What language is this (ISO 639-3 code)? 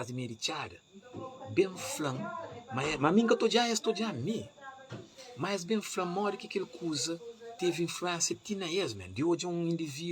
kea